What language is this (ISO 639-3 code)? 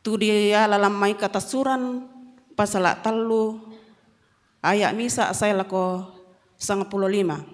sda